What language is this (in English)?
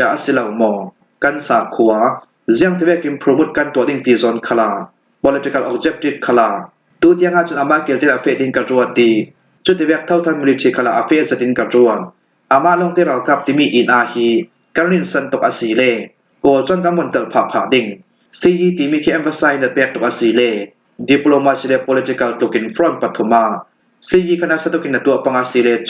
Falam Chin